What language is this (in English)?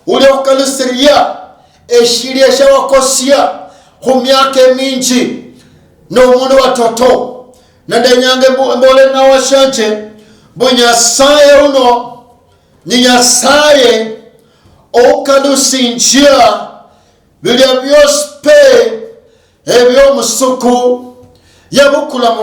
Luyia